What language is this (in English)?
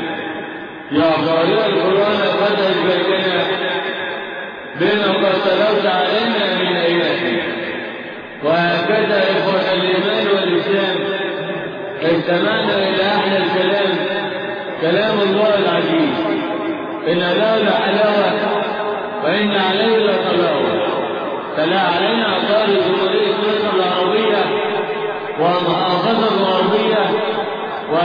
Arabic